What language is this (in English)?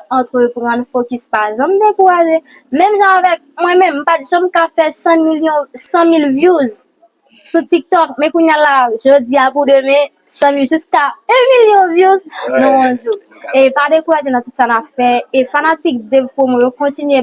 Haitian Creole